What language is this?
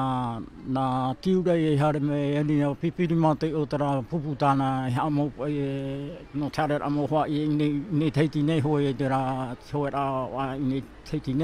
Tahitian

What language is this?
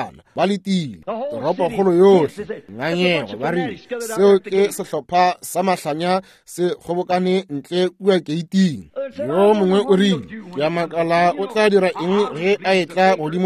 Northern Sotho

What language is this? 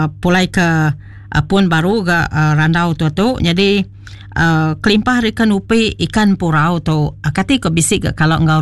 Iban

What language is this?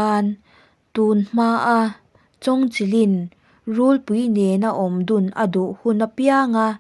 Mizo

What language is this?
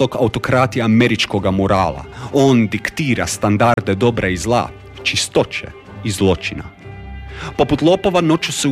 Croatian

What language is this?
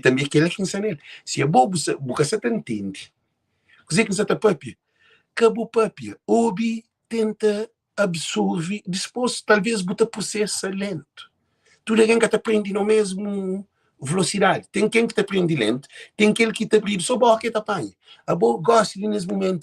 Kabuverdianu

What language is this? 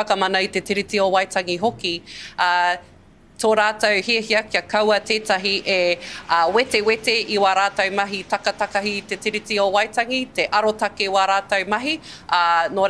Māori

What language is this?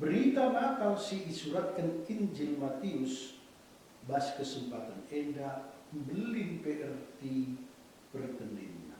Batak Karo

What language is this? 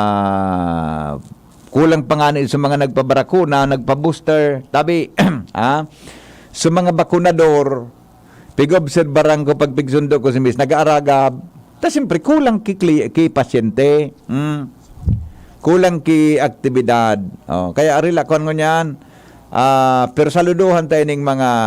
Bikol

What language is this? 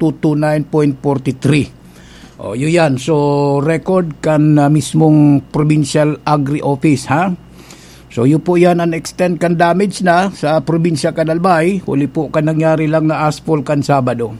Bikol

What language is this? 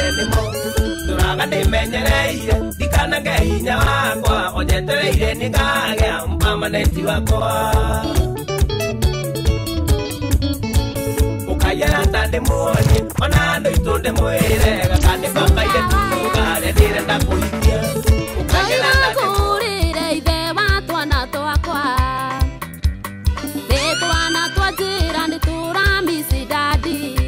Kikuyu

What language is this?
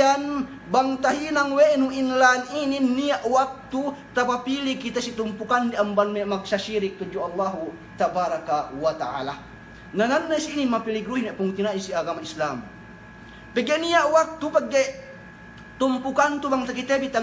Yakan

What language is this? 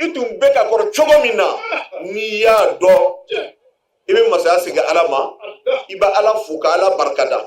Bambara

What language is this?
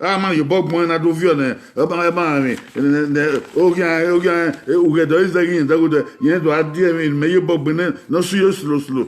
Bini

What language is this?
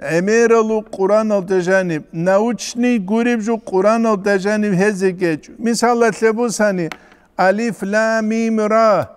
Avaric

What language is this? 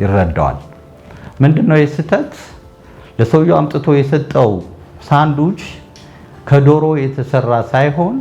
Amharic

